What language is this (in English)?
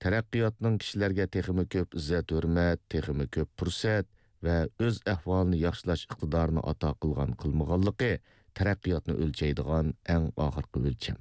Uyghur